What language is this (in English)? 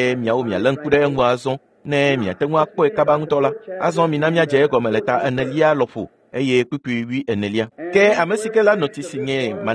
Ewe